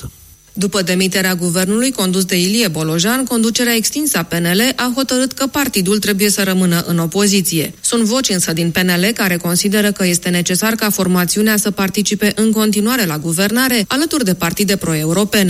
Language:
Romanian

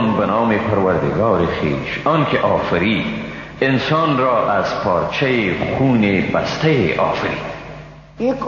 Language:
Persian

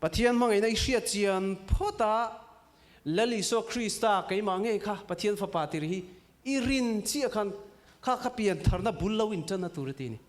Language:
Mizo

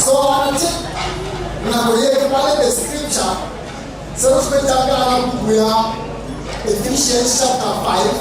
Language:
Northern Sotho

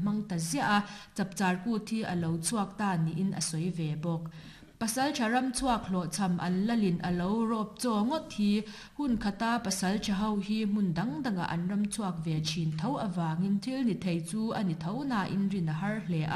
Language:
Mizo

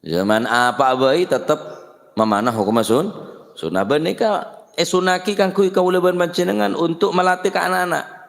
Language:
Madurese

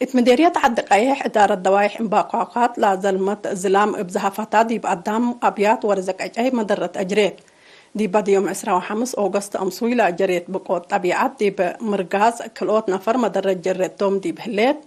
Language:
Tigre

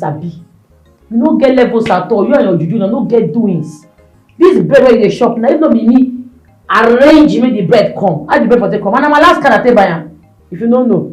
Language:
Nigerian Pidgin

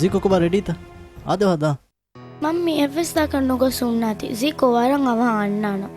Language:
Divehi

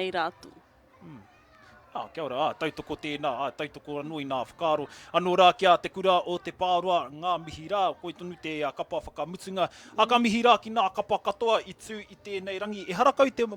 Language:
Māori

